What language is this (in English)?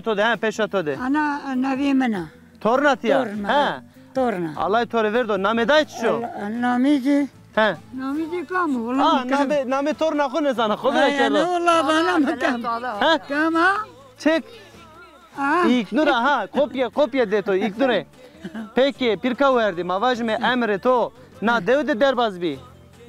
Zaza